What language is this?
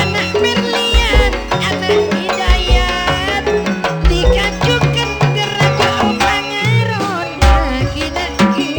Madurese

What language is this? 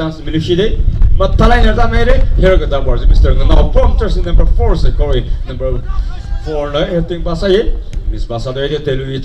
Tangkhul Naga (India)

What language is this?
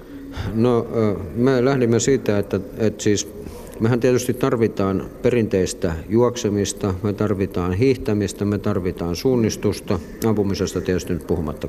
Finnish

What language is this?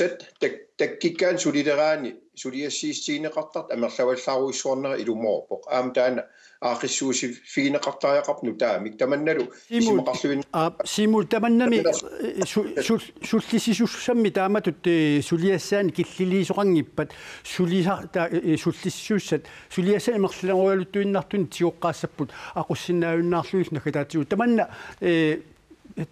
Kalaallisut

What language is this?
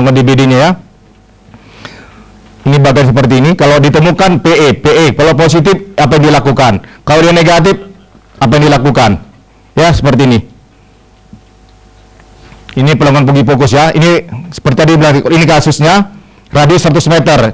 Indonesian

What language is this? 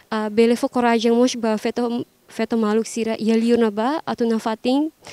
Tetum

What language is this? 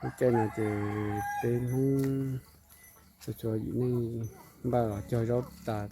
Hmong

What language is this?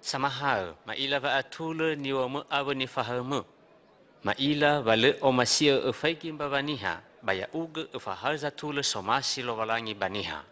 Nias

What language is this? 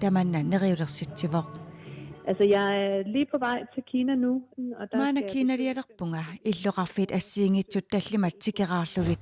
Kalaallisut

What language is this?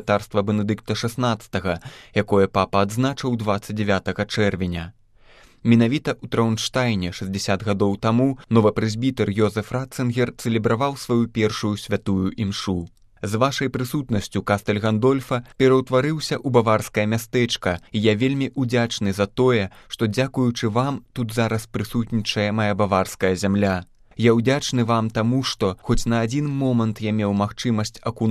Belarusian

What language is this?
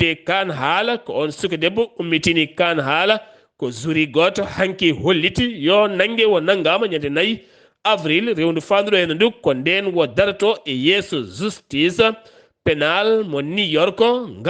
Fula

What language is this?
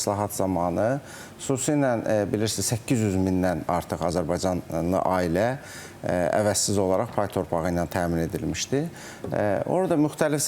Azerbaijani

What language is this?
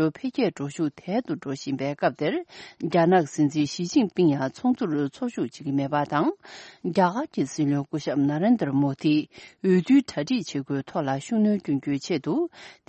Tibetan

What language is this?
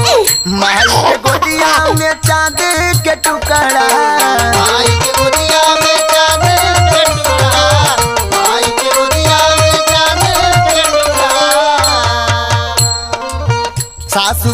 Bhojpuri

